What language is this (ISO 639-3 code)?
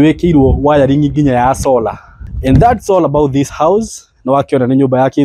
kik